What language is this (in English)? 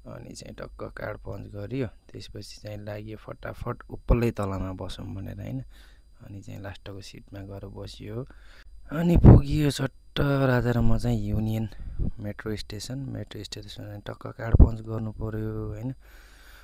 Nepali